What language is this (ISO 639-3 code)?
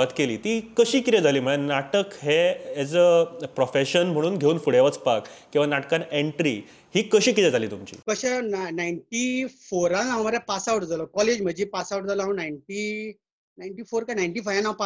kok